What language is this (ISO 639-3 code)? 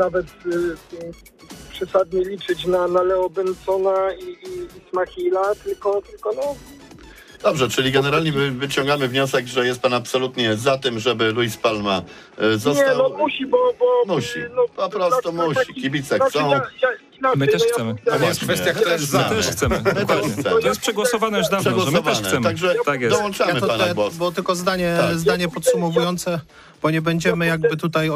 pol